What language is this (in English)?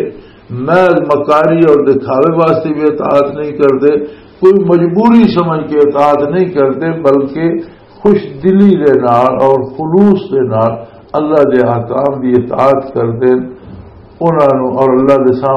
Western Panjabi